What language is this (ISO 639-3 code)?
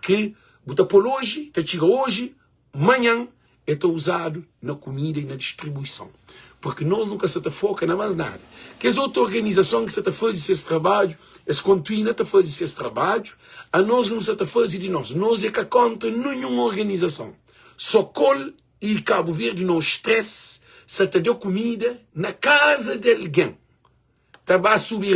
kea